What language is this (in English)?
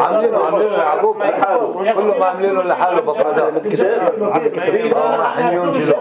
North Levantine Arabic